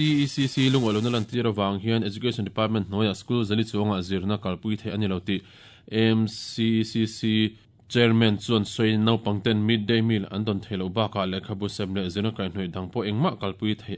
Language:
Mizo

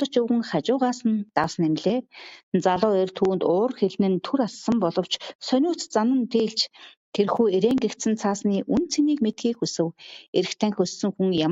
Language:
Mongolian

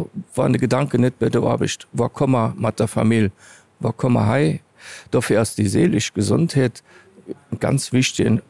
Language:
Luxembourgish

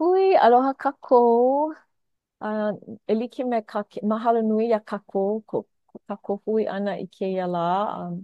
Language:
Hawaiian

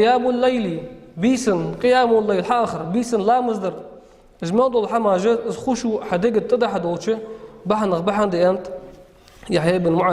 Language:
Ingush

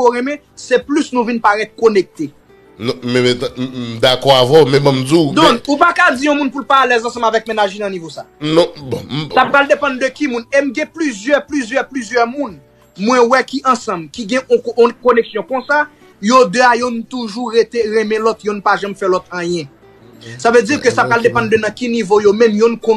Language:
Haitian Creole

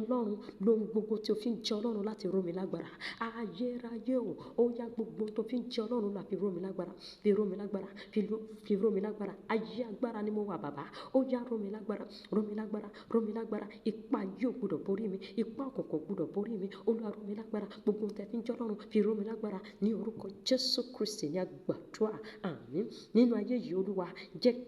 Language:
Yoruba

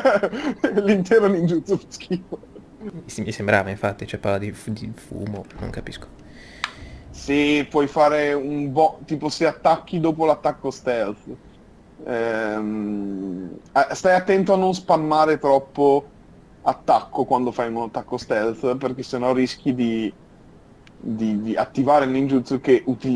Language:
Italian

